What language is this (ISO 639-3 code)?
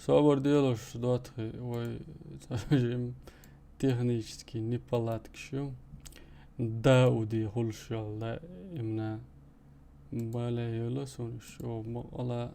che